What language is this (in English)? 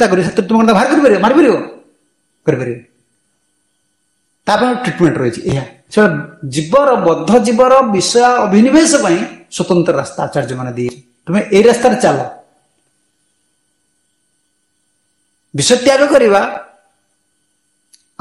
Odia